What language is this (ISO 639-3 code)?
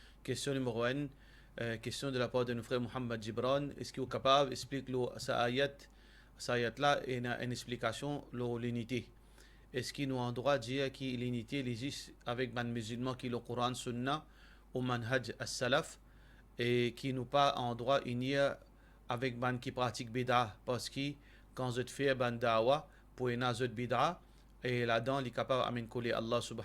mfe